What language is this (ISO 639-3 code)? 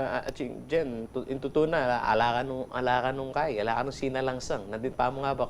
pam